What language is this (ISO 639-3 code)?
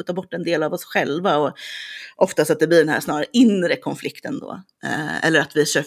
swe